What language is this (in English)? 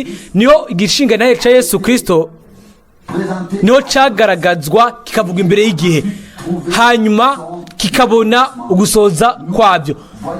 Rundi